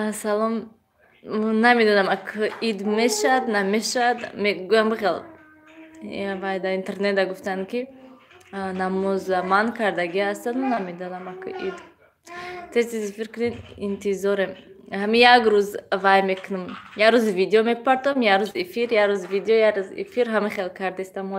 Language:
Tajik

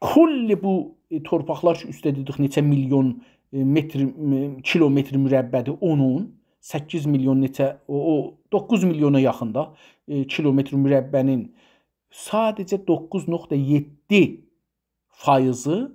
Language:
South Azerbaijani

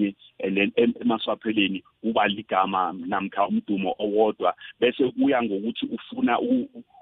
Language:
South Ndebele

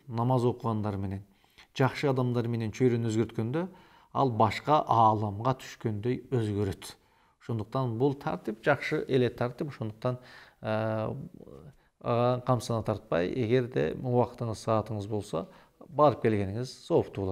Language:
Kyrgyz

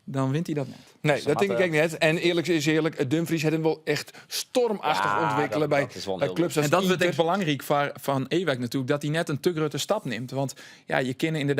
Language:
Western Frisian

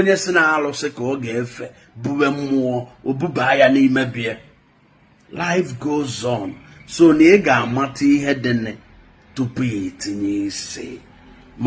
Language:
Igbo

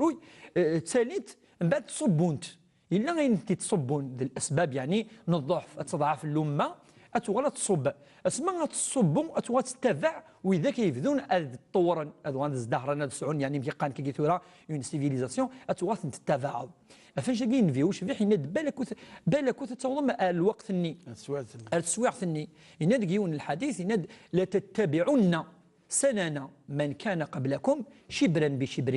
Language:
Kabyle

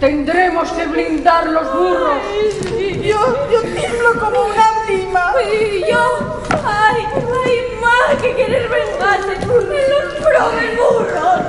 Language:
Asturian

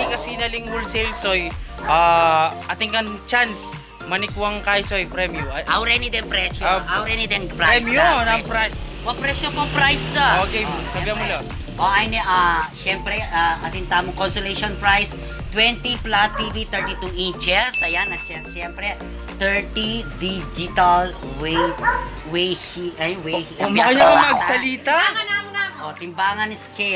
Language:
Pampanga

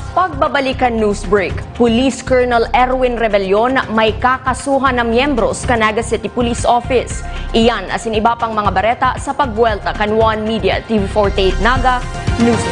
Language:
Bikol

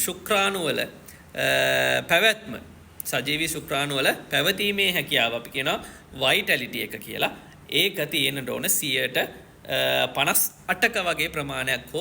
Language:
Sinhala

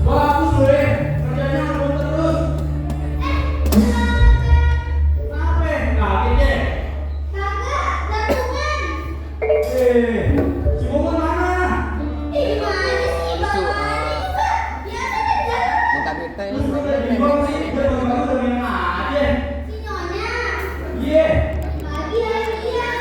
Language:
Betawi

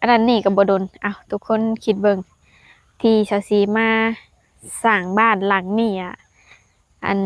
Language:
Lao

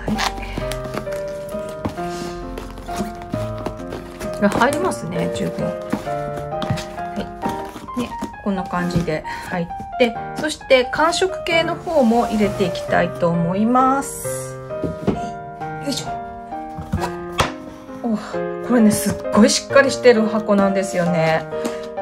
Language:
Japanese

